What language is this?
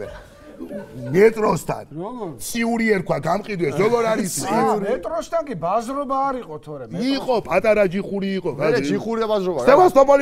Georgian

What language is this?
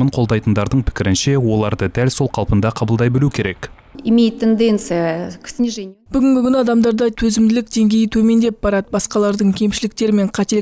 Kazakh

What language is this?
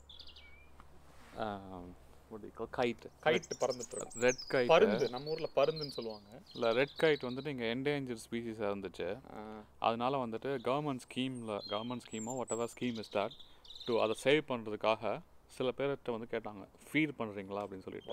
Tamil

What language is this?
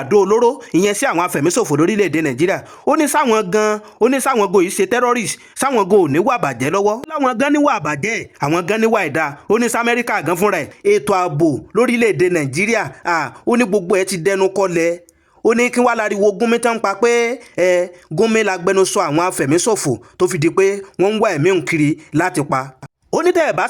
Yoruba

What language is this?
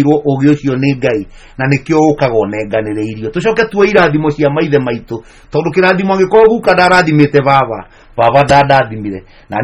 Kikuyu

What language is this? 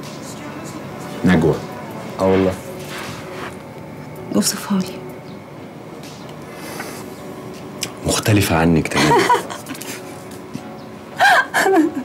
Egyptian Arabic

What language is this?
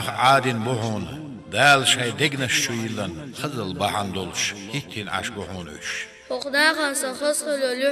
Chechen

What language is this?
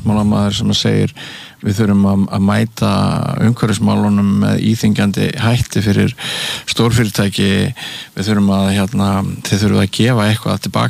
Icelandic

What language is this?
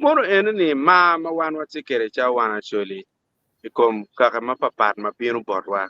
Acoli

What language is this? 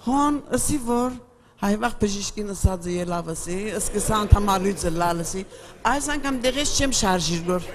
Western Armenian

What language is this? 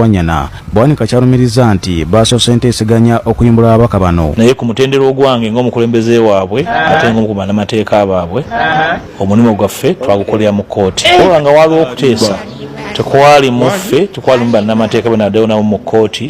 Ganda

